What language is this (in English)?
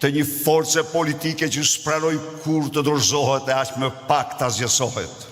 Albanian